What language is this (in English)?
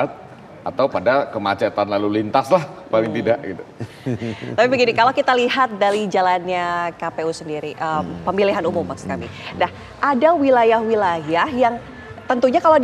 Indonesian